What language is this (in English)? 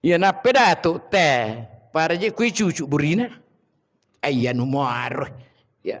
Buginese